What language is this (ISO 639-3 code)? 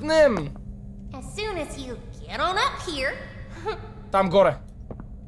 bul